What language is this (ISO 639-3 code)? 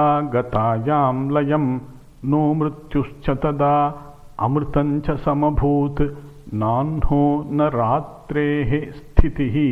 san